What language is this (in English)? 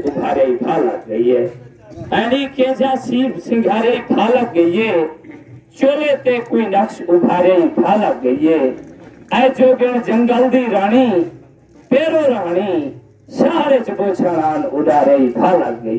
Saraiki